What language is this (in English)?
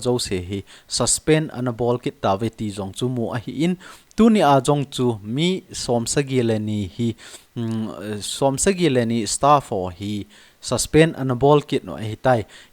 Thado Chin